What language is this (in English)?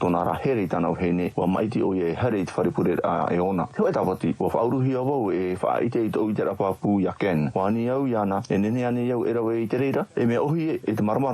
Tahitian